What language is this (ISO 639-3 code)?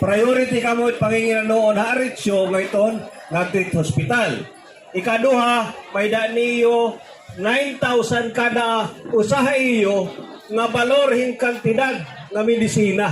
war